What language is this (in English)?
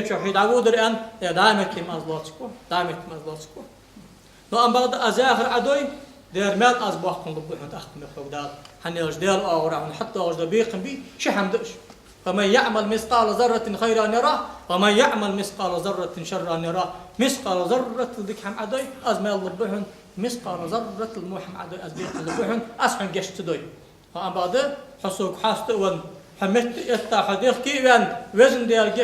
Ingush